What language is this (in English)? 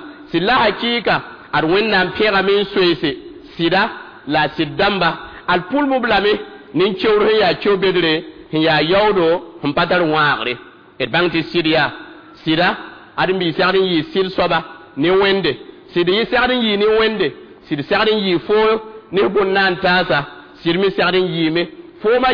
Mossi